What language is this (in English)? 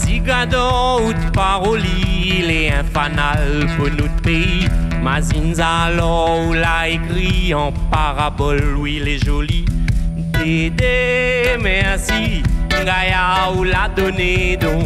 Réunion Creole French